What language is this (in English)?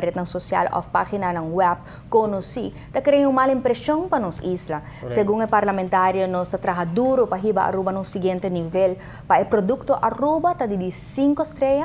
Papiamento